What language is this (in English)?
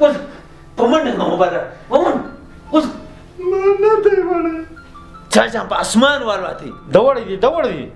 Pashto